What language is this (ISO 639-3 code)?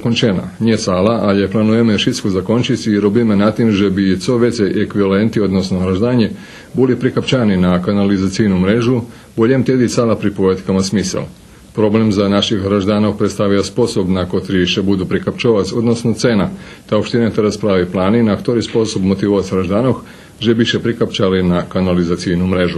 rue